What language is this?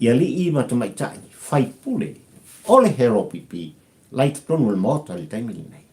Samoan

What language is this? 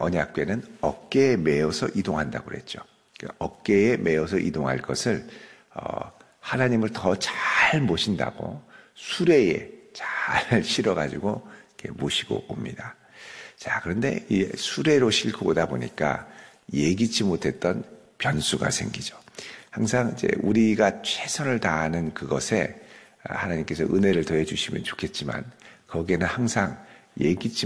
Korean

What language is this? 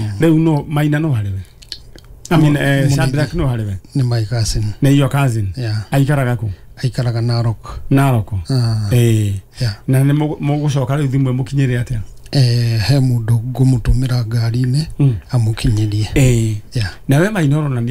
Kikuyu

